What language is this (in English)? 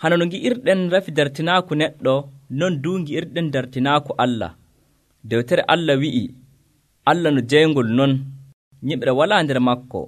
Nigerian Fulfulde